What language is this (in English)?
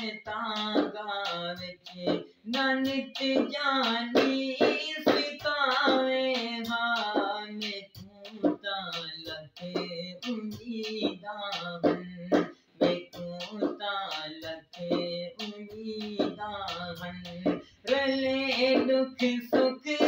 Saraiki